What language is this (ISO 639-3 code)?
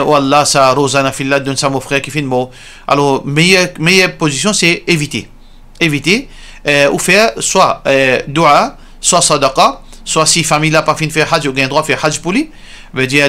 mfe